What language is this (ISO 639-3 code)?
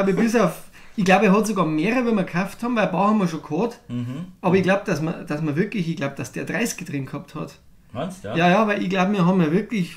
bar